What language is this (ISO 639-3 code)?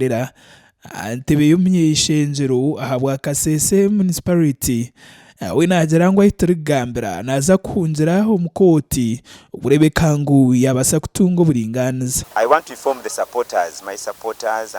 nyn